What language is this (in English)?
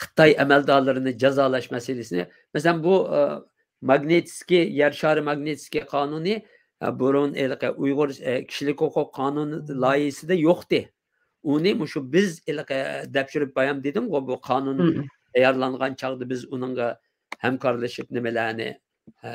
Uyghur